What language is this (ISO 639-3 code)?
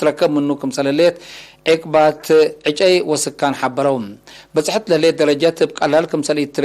tig